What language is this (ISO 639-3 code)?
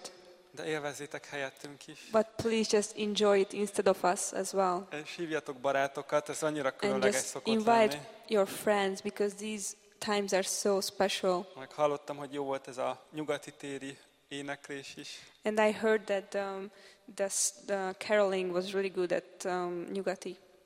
hun